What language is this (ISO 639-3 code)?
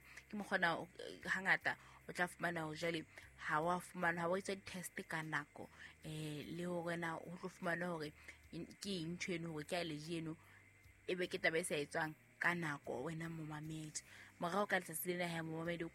sot